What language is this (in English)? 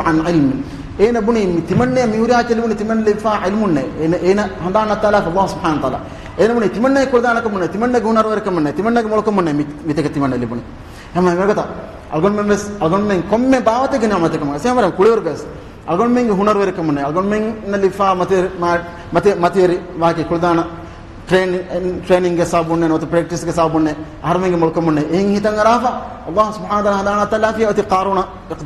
Divehi